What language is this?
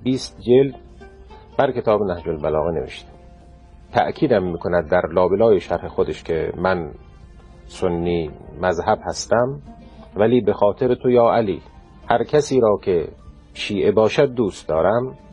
Persian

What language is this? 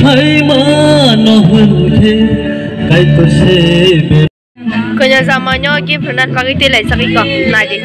Kok Borok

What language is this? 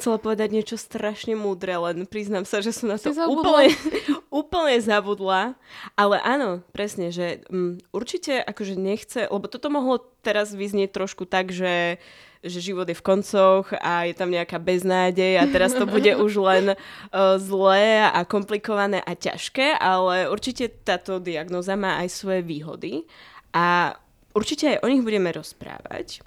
Slovak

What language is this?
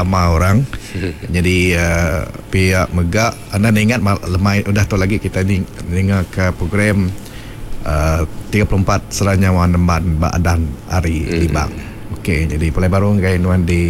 Iban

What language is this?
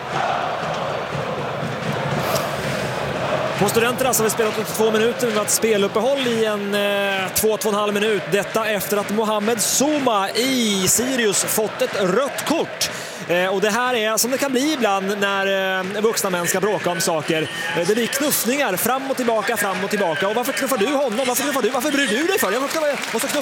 Swedish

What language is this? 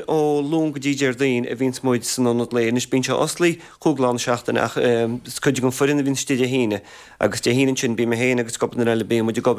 Irish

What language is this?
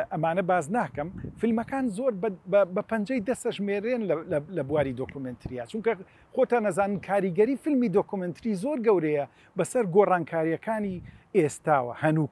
Central Kurdish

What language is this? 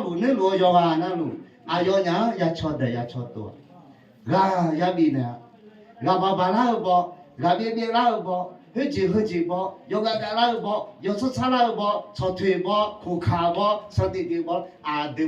Akha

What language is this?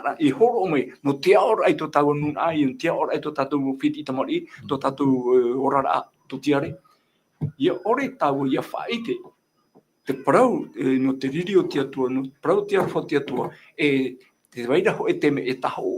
Tahitian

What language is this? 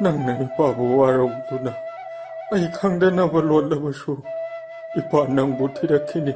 Manipuri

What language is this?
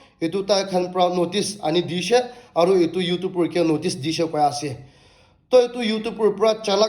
Naga Pidgin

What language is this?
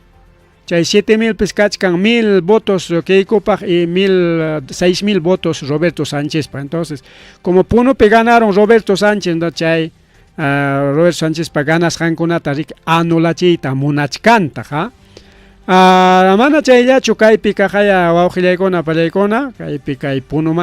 Ayacucho Quechua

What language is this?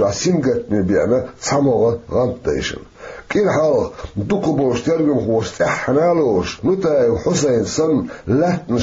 Chechen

